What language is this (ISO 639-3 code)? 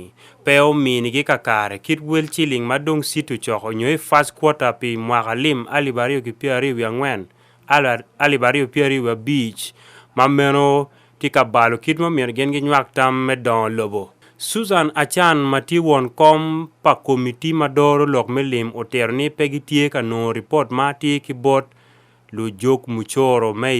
ach